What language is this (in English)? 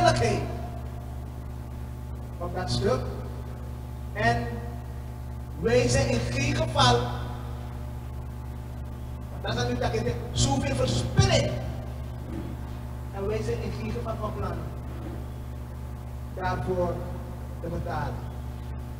Dutch